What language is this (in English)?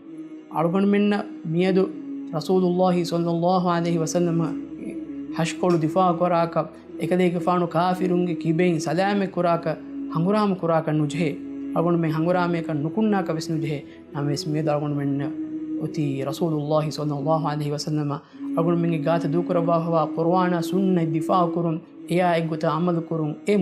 Divehi